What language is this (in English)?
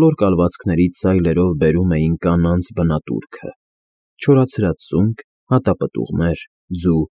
Armenian